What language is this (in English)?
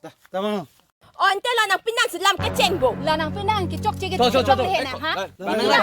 Karbi